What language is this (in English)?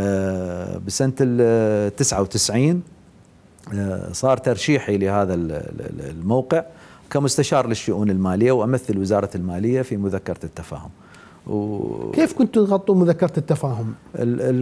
Mesopotamian Arabic